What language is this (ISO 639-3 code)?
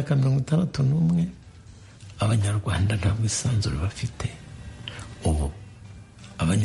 kin